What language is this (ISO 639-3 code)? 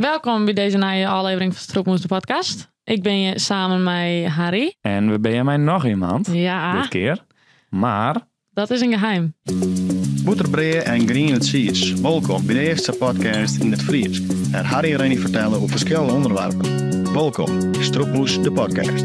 fry